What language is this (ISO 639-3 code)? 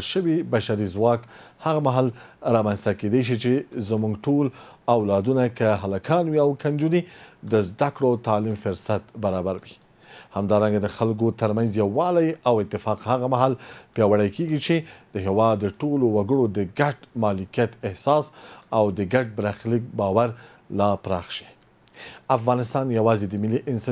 pus